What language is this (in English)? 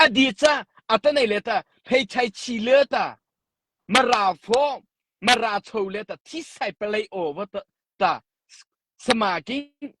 Mara Chin